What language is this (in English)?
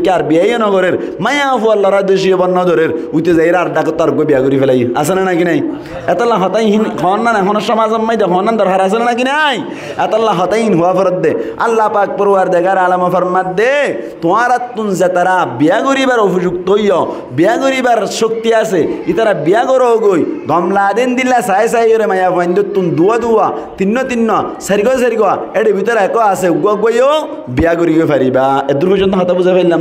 Rohingya